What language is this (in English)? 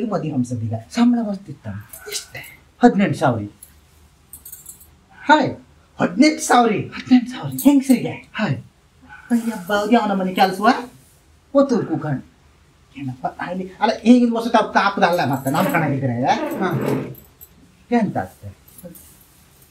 Kannada